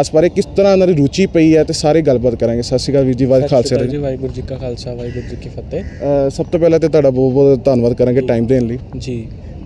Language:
Punjabi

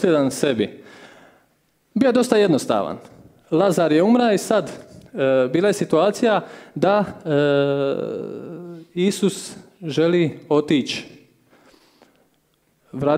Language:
Croatian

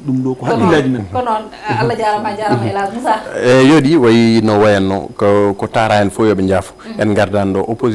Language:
Fula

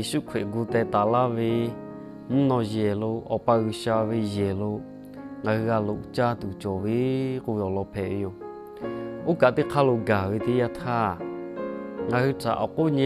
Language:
Lahu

